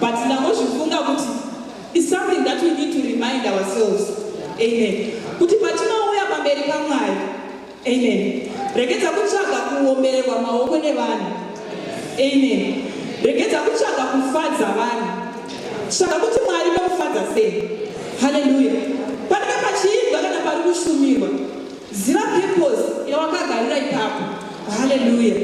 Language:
Shona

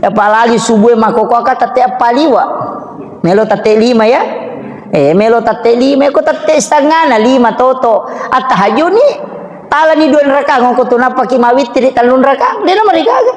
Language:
Buginese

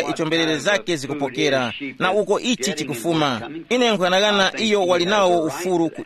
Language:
Tumbuka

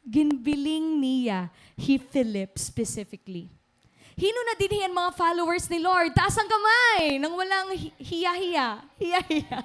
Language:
Waray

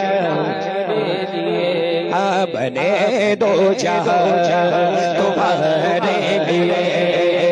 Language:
Urdu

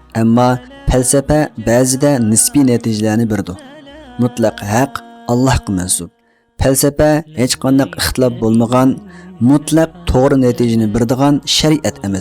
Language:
Uyghur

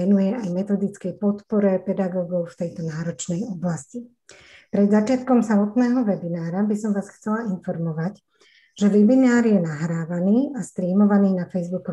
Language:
Slovak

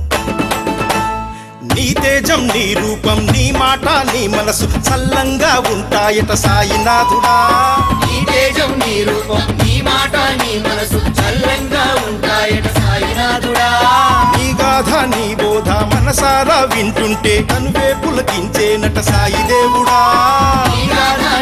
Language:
Telugu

